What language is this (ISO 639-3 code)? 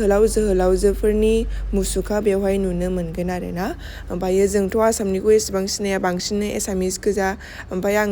brx